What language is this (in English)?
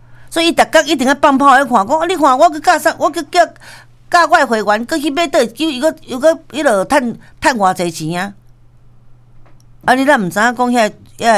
Min Nan Chinese